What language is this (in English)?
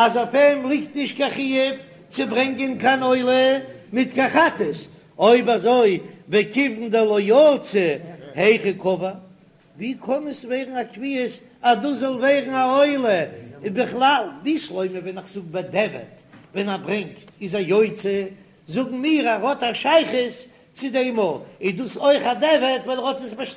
Yiddish